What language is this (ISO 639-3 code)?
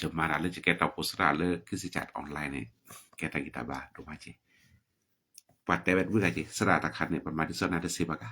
ksw